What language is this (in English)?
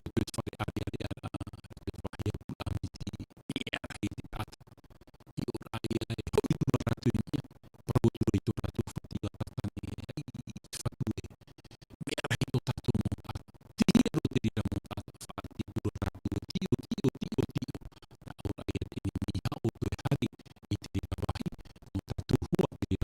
Tahitian